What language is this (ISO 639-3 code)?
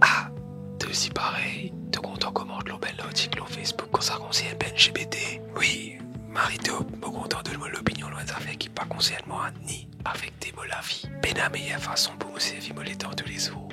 mfe